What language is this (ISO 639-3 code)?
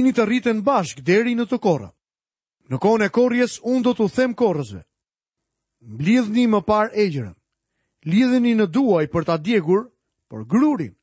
sqi